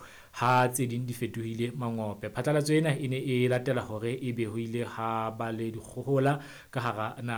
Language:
Southern Sotho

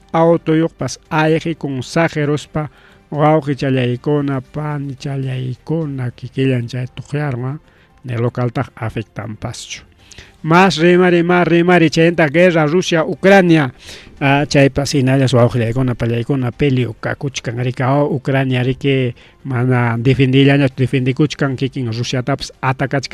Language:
Ayacucho Quechua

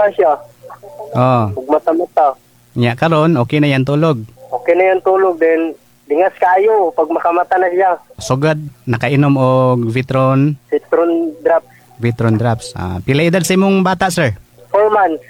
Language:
Cebuano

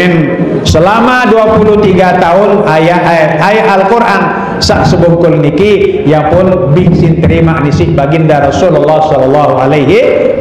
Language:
Sasak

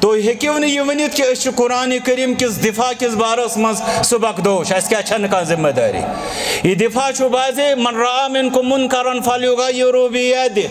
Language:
Kashmiri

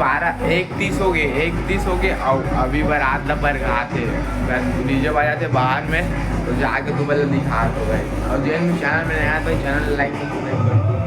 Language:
Chhattisgarhi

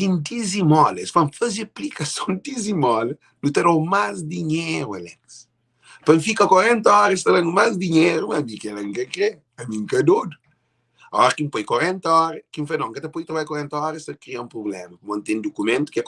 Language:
Kabuverdianu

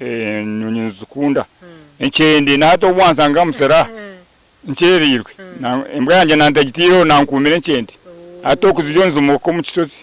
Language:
Nyankole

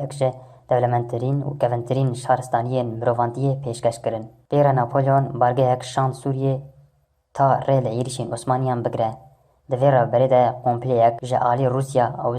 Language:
Kurdish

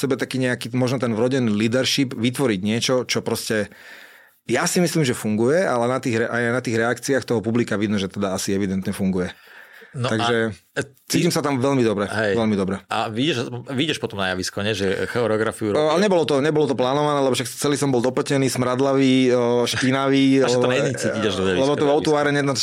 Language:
Slovak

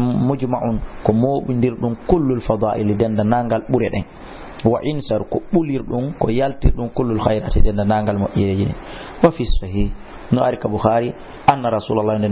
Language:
Fula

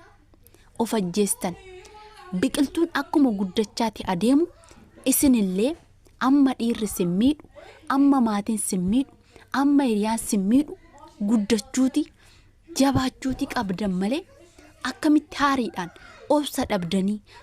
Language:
Oromo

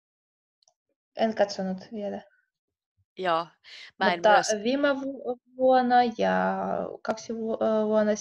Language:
Finnish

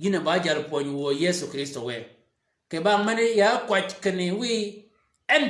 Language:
Shilluk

